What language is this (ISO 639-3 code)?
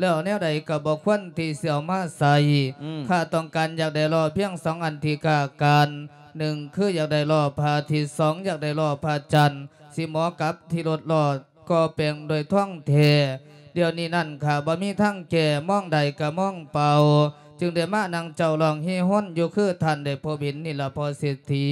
lao